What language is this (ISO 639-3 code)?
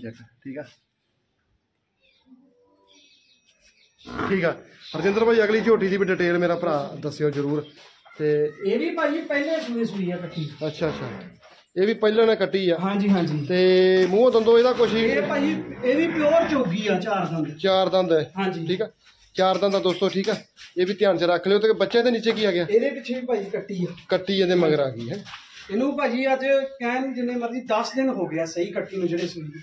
pan